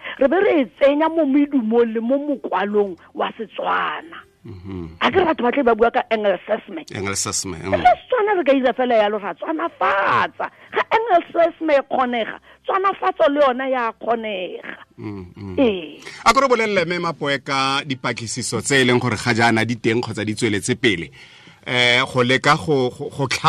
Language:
Tswana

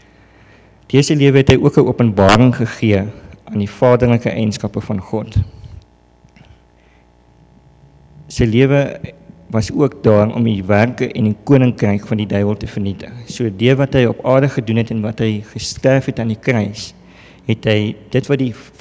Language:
Afrikaans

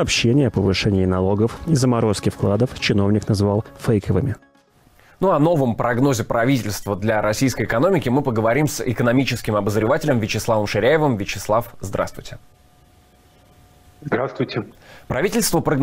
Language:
Russian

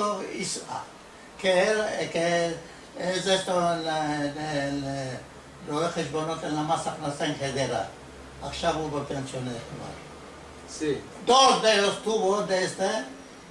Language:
Ladino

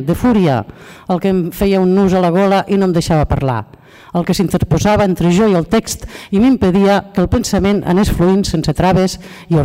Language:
Catalan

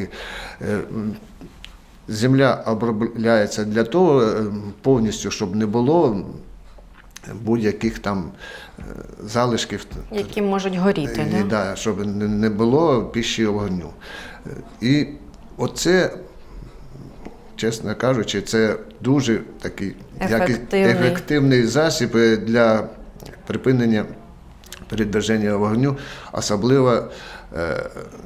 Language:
Ukrainian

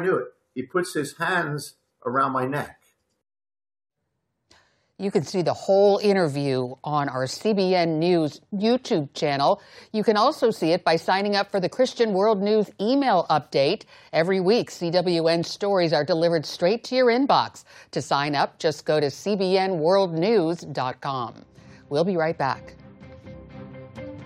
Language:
English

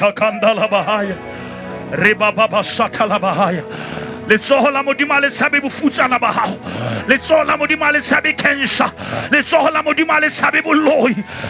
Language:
Southern Sotho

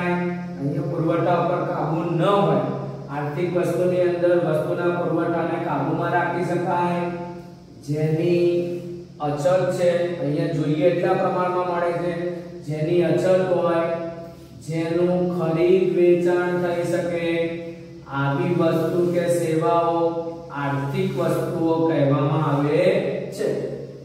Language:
Gujarati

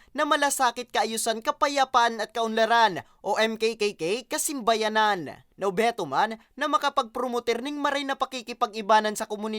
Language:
Bikol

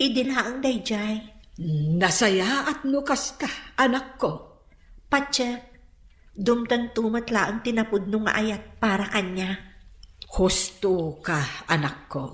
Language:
Iloko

